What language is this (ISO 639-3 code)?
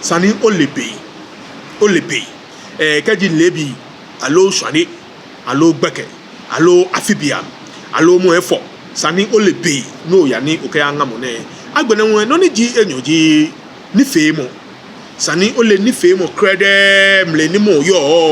gaa